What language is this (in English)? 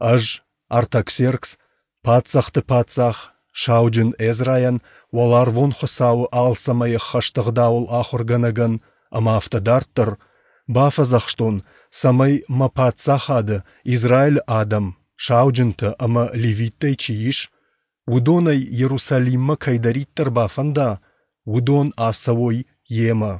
Ossetic